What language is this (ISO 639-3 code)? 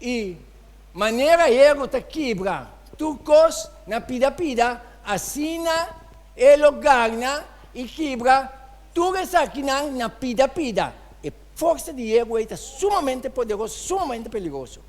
pap